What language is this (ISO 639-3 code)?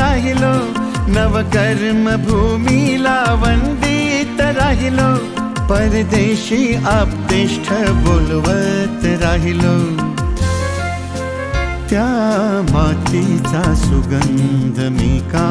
mar